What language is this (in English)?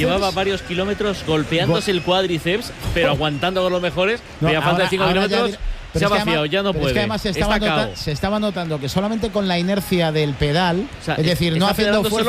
Spanish